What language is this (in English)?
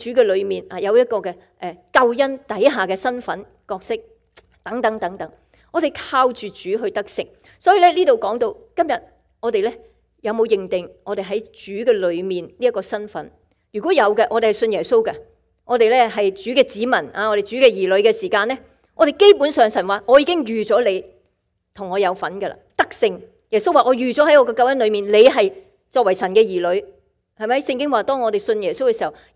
Cantonese